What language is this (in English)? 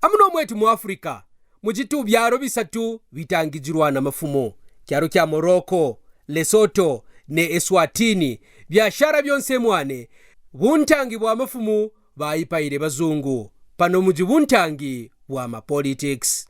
Kaonde